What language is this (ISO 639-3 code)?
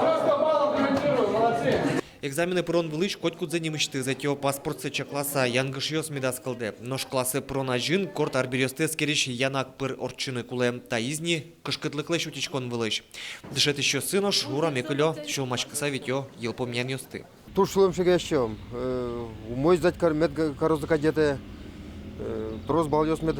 udm